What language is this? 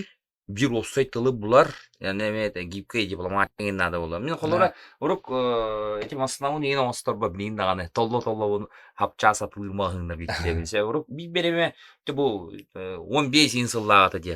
Yakut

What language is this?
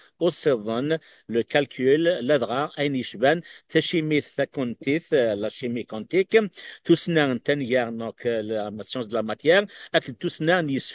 Kabyle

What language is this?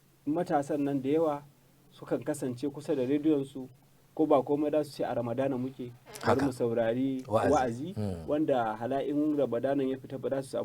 Hausa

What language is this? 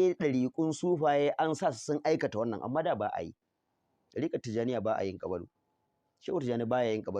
Hausa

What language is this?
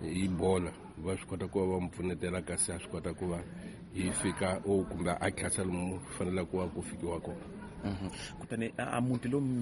Tsonga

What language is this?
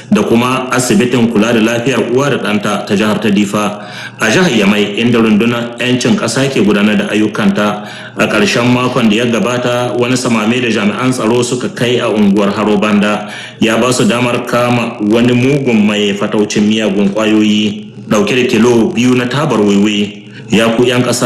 Hausa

